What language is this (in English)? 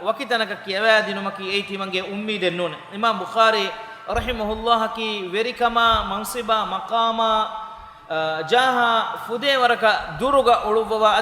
Divehi